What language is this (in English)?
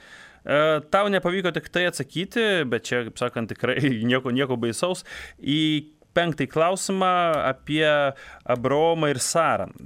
Lithuanian